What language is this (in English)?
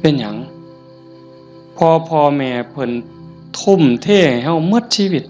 Northeastern Thai